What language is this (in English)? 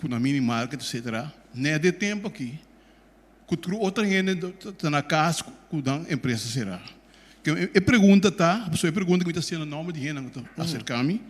Papiamento